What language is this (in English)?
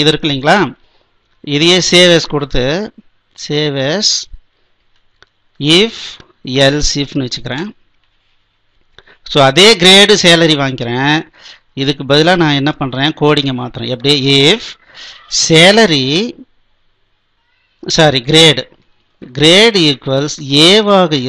Tamil